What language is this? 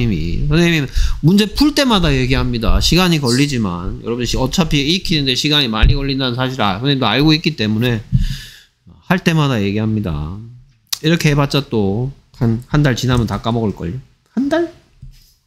Korean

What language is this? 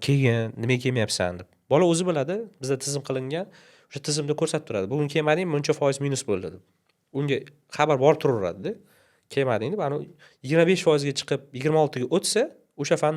Uzbek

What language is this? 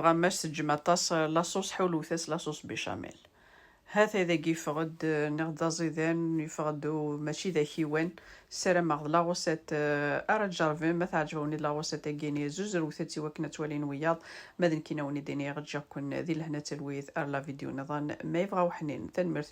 Kabyle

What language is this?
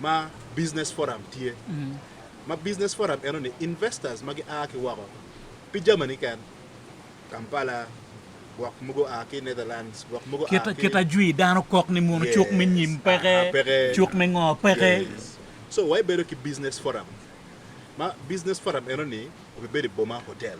Acoli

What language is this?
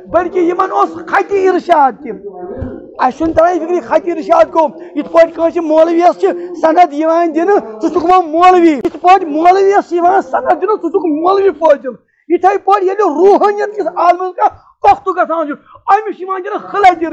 Kashmiri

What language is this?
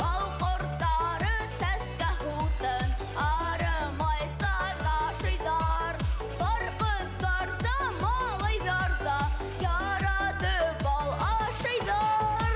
Bashkir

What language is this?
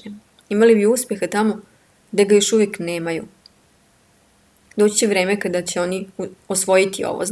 Serbian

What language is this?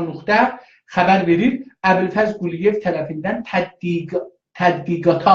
South Azerbaijani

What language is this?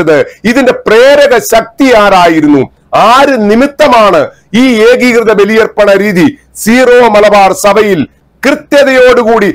Malayalam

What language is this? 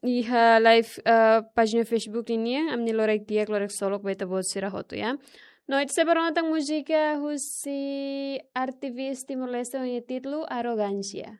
Tetum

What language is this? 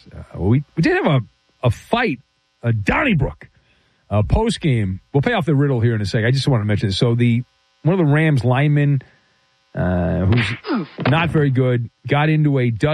English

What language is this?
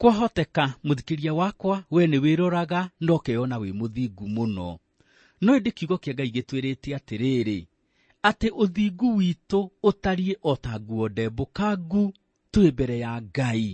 Kikuyu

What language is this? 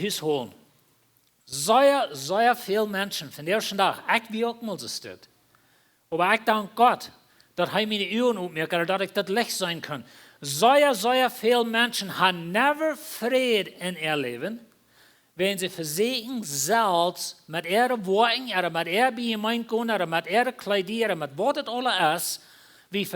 Plautdietsch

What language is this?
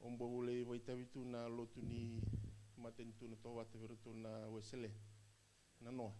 Fijian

